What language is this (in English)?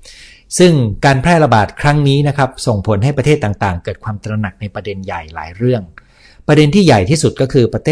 Thai